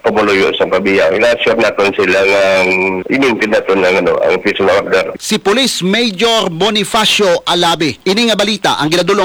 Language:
Hiligaynon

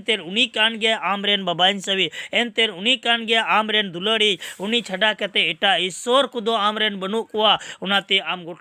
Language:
Santali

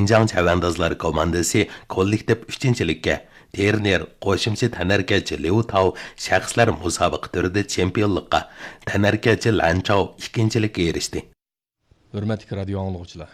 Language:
Uyghur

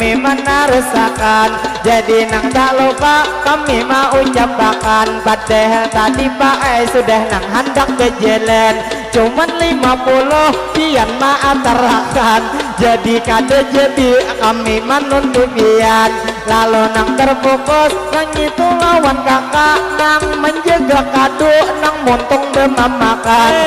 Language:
Banjar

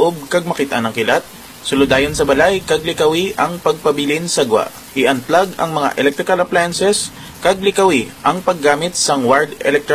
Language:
Hiligaynon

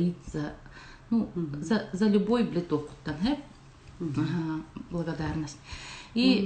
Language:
Yakut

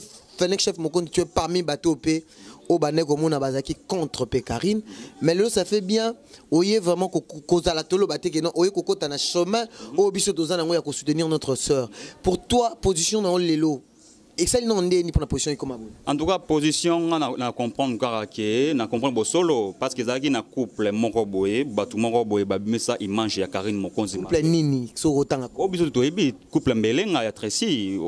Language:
Lingala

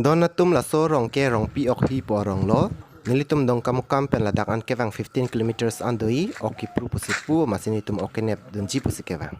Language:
Karbi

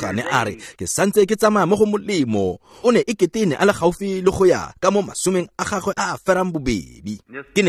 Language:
Tswana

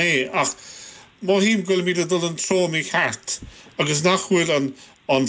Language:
Irish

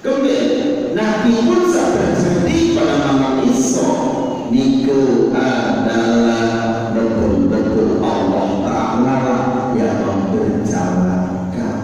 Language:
Sasak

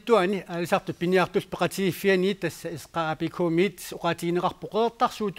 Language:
Kalaallisut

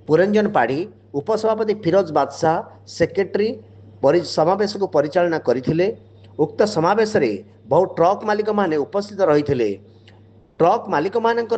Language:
Odia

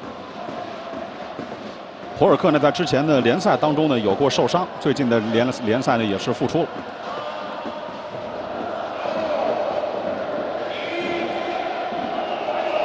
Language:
Chinese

